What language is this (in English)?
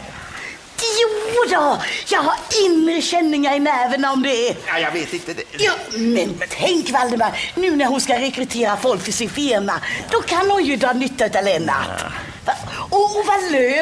Swedish